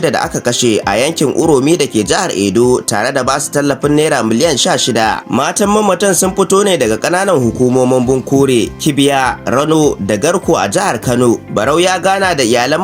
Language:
Hausa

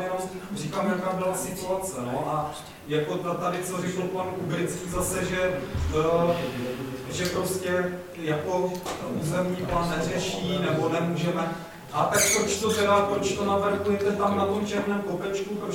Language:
Czech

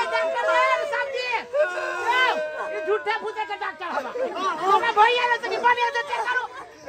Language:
Maithili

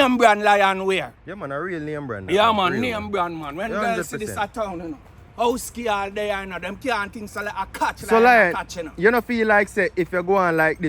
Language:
Jamaican Creole English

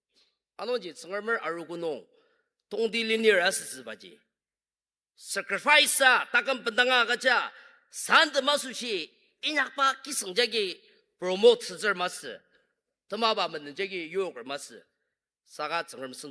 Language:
Ao Naga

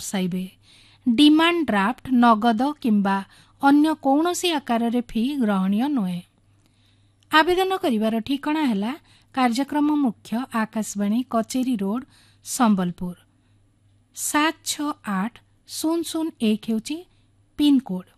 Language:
Odia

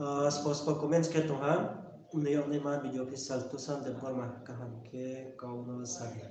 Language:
Riang (India)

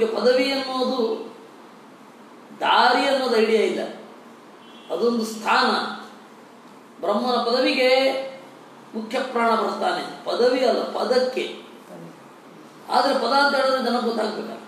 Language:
Kannada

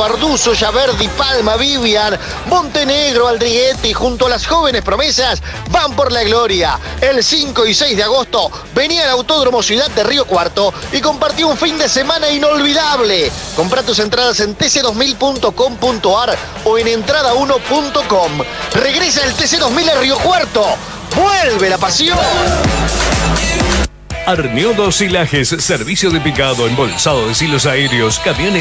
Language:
Spanish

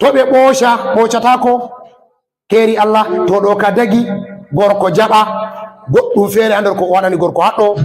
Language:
Fula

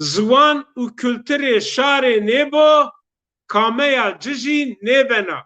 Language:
Zaza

